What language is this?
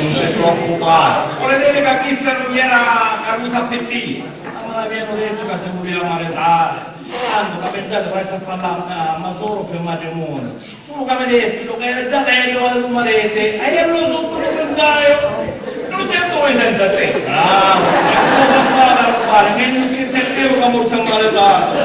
Sicilian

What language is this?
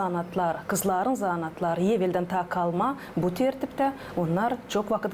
Gagauz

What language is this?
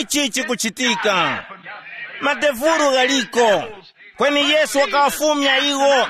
Tumbuka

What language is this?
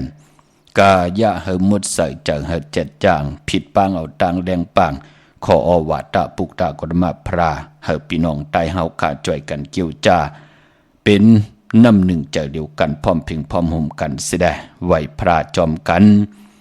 Shan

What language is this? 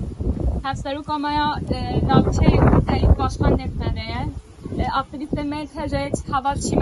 Kurdish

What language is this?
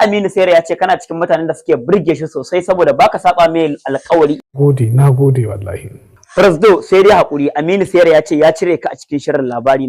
Hausa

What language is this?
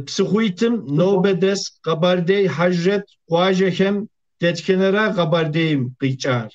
Kabardian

